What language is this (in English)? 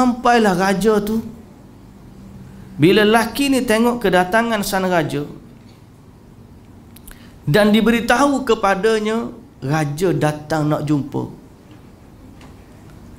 Malay